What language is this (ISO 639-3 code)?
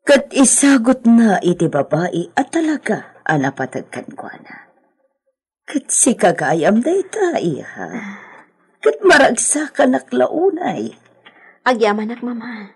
ilo